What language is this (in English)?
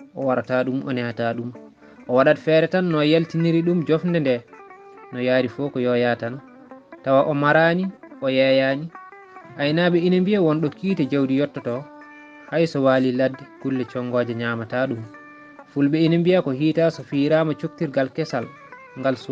Fula